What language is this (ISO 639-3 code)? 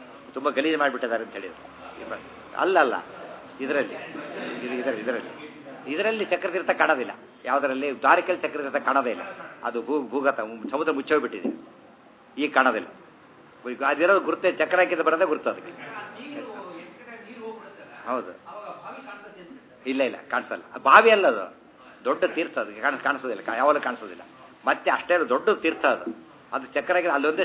kan